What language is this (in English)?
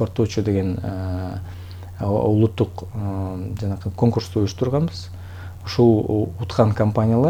Kyrgyz